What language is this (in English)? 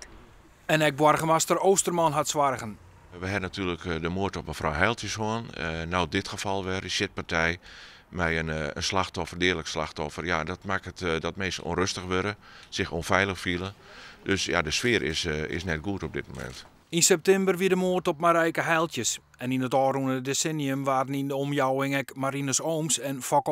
Western Frisian